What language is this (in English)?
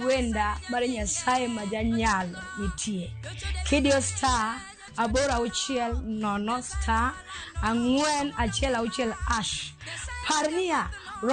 Luo (Kenya and Tanzania)